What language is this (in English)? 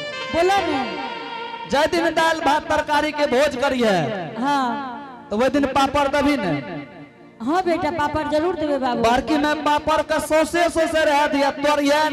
Angika